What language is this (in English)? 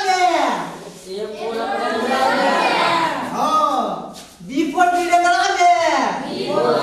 Maithili